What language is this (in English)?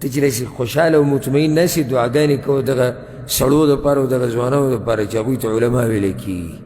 Pashto